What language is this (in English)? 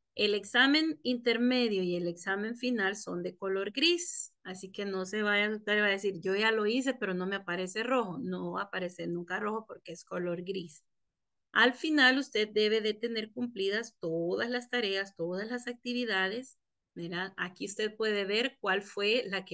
Spanish